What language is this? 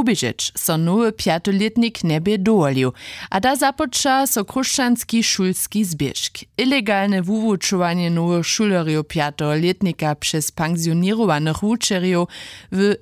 Upper Sorbian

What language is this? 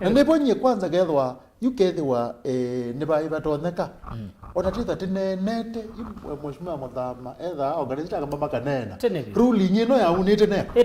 Kamba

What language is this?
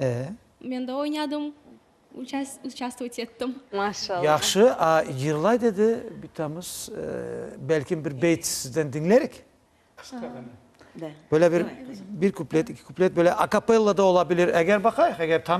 Crimean Tatar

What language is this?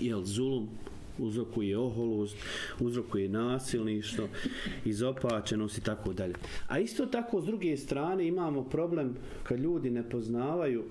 Bosnian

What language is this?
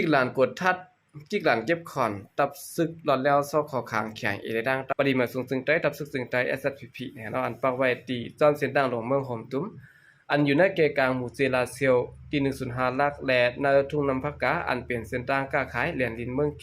Shan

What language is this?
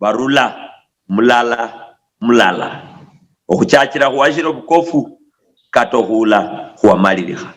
Luyia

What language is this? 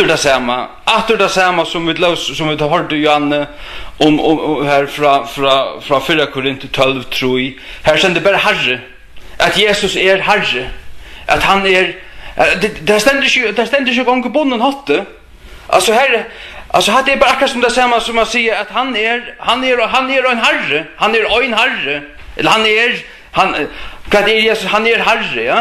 Faroese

